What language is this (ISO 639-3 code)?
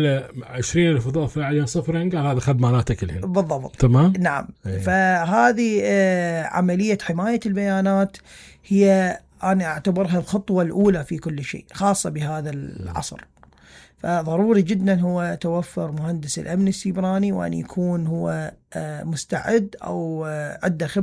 acm